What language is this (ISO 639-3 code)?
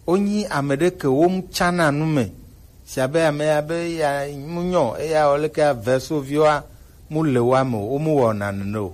gej